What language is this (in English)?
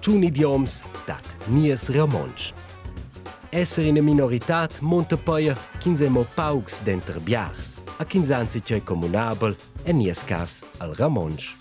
Romansh